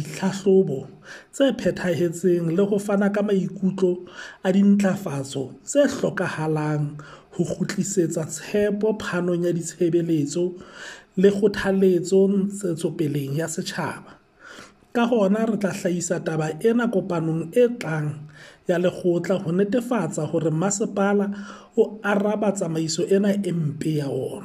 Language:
Southern Sotho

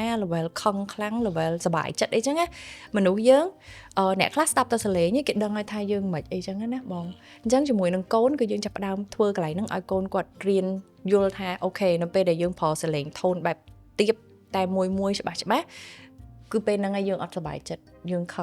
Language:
Khmer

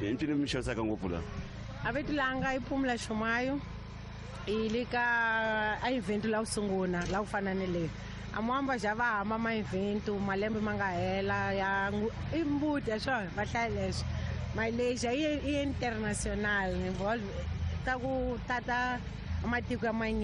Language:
Tsonga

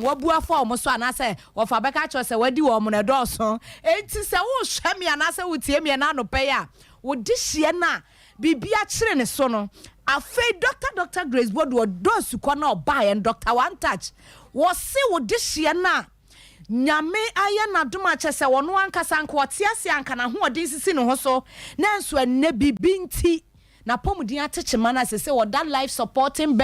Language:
Akan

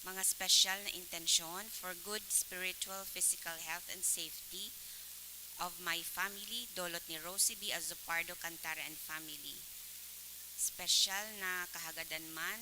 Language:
Bikol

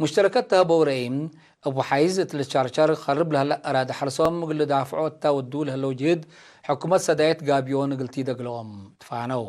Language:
Tigre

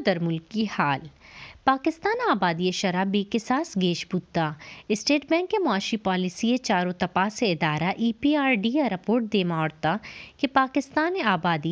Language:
Baluchi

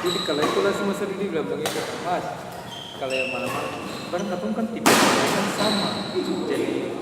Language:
Ambonese Malay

